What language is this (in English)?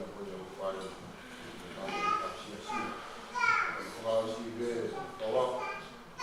Tongan